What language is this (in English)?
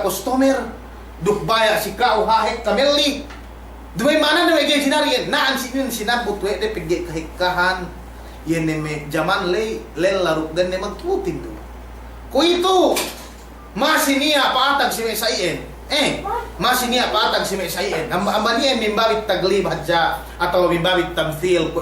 Yakan